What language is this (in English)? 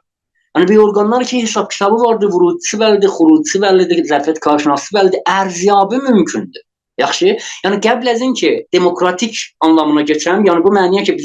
South Azerbaijani